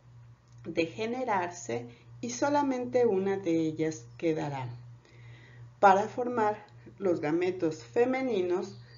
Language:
Spanish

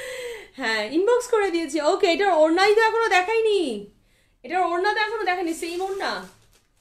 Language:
Bangla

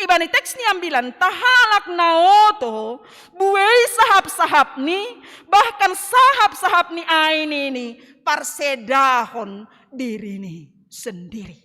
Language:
Batak Simalungun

